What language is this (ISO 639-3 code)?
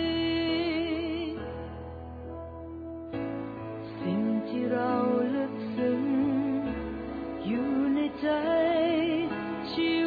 tha